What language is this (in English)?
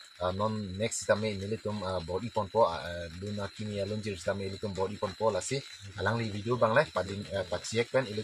Karbi